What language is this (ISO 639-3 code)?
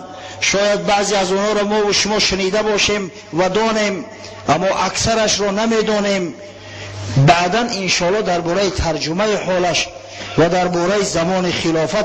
tgk